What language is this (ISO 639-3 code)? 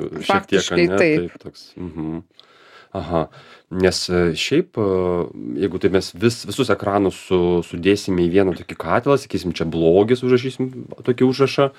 lit